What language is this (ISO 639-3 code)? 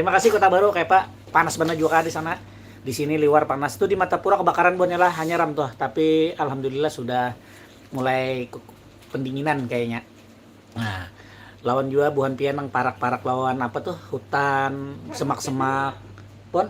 bjn